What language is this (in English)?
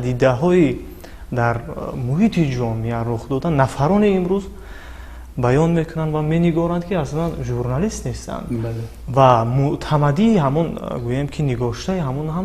Tajik